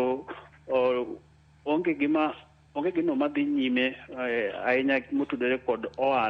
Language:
Luo (Kenya and Tanzania)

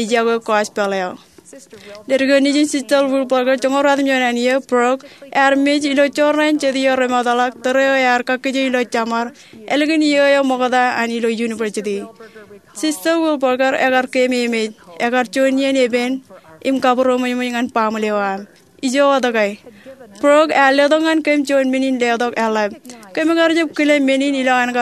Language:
Marshallese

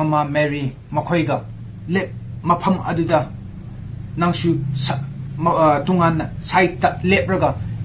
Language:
Manipuri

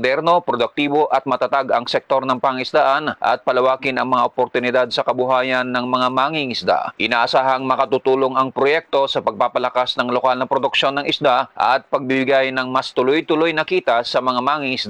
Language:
Filipino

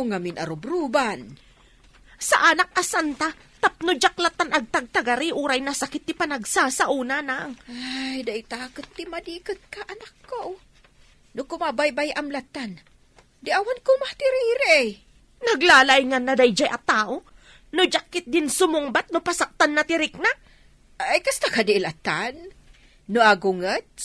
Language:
Iloko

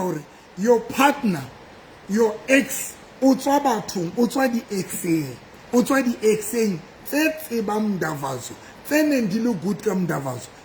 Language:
Southern Sotho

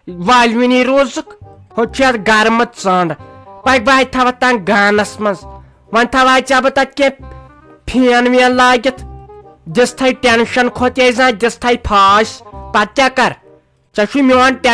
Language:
Kashmiri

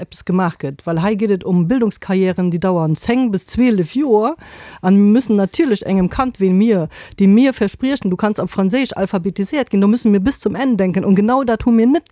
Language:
Luxembourgish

